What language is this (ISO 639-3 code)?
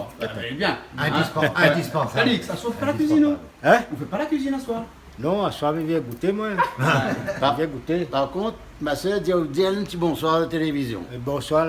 rcf